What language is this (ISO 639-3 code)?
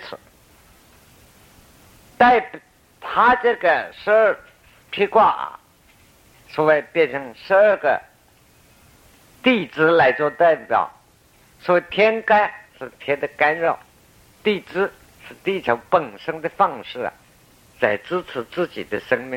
zho